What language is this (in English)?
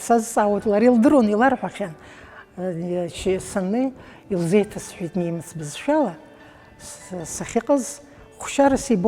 Abkhazian